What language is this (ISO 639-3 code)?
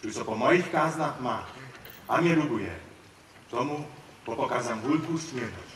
hsb